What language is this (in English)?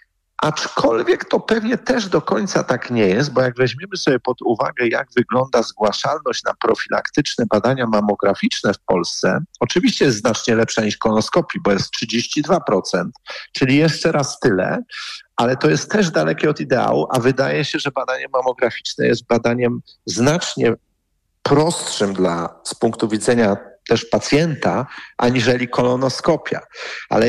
Polish